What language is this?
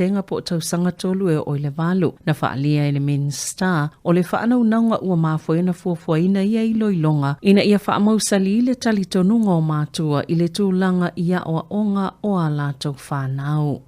Samoan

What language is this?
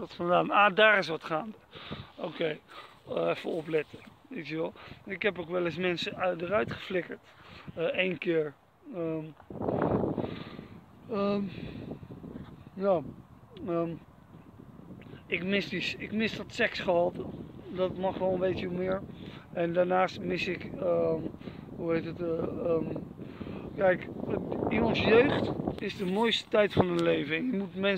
Dutch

